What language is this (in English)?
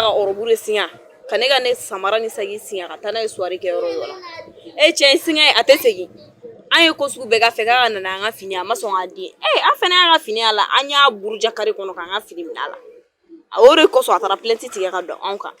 Bambara